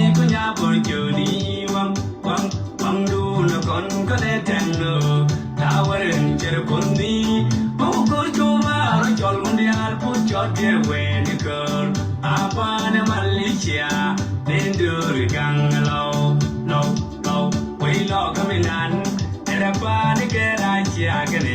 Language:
Nuer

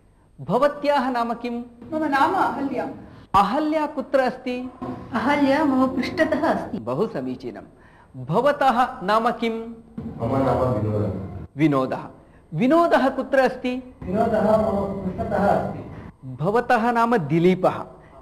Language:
Sanskrit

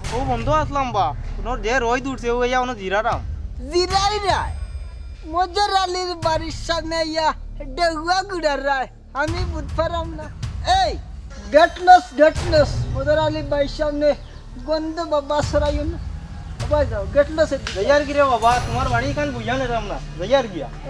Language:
Sylheti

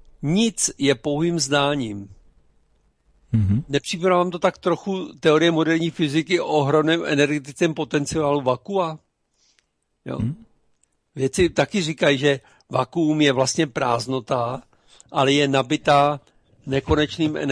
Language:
Czech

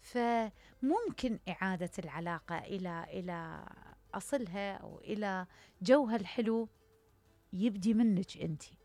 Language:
Mesopotamian Arabic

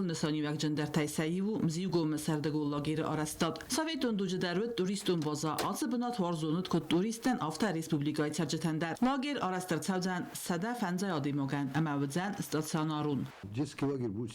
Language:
Ossetic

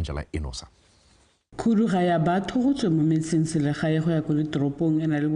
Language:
Tswana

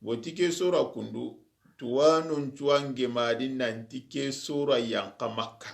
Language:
Soninke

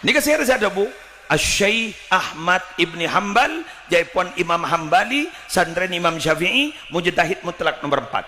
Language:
Madurese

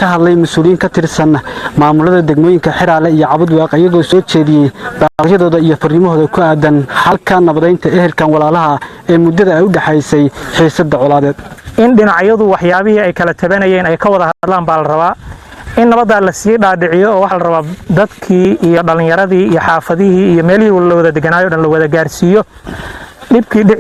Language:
Somali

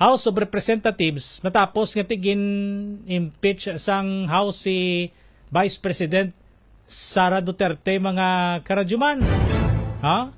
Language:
Hiligaynon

